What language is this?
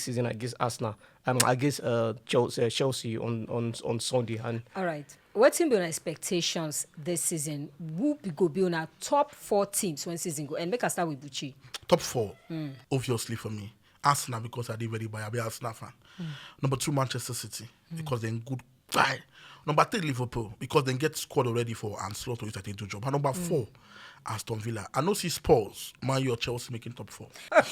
Nigerian Pidgin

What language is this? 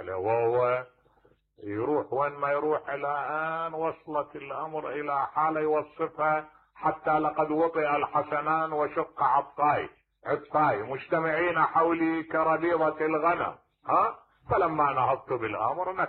Mesopotamian Arabic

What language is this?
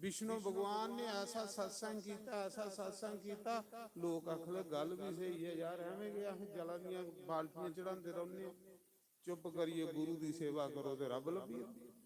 Dogri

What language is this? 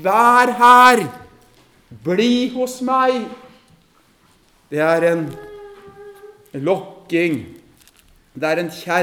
Norwegian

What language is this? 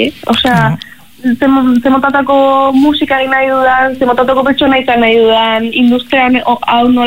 Basque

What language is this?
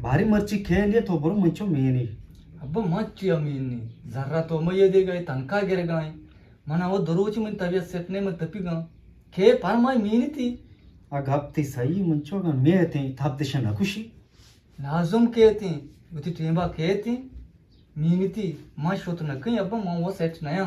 Eastern Balochi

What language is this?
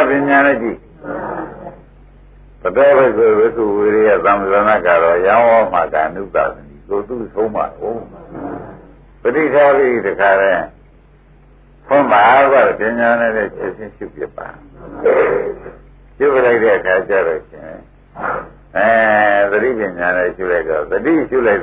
Burmese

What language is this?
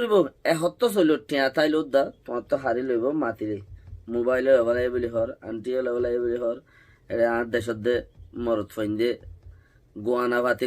Rohingya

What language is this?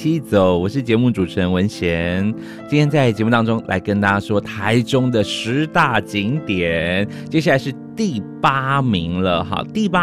Chinese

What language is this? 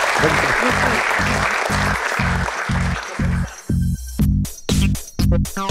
Czech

